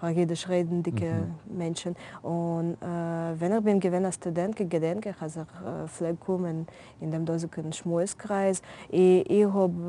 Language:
Yiddish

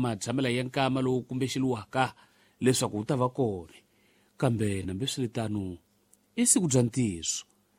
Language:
Tsonga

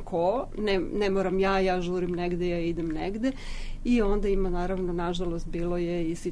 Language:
Serbian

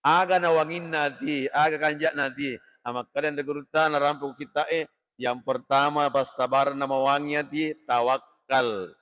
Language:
Buginese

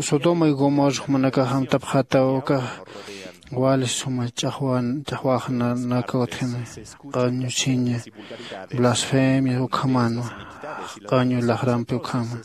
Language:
Aymara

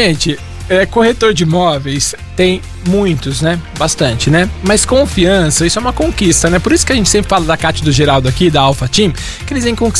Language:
Portuguese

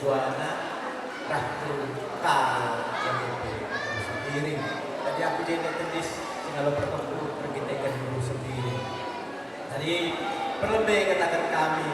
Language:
Batak Karo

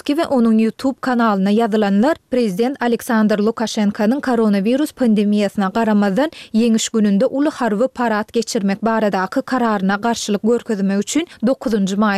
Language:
Turkmen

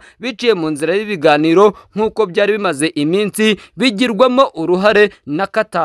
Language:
Kinyarwanda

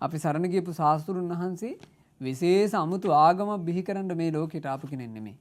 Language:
Sinhala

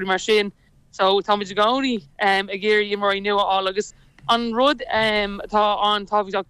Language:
Irish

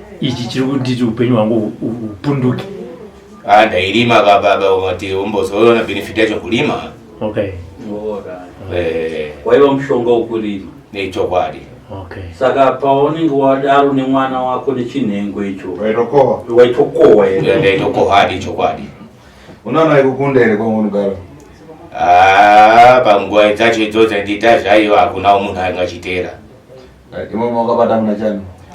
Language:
Shona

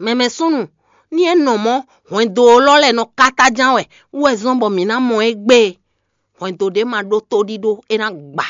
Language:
Fon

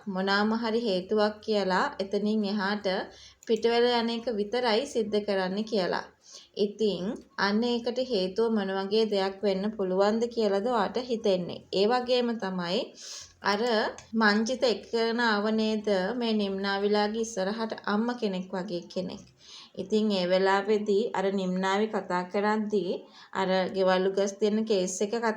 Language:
Sinhala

